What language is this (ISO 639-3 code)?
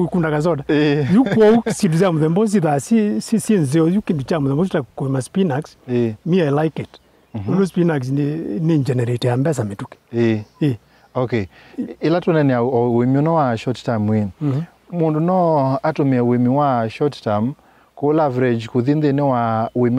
kam